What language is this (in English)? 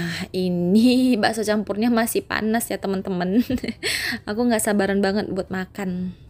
Indonesian